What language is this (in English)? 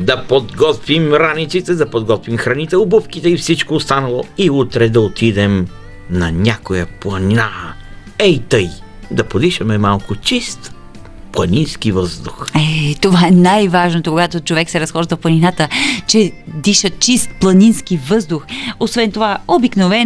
Bulgarian